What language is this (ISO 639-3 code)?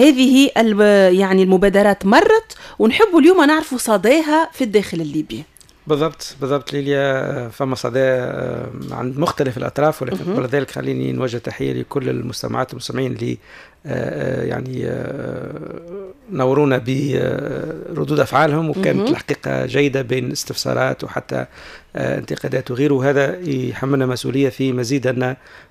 aeb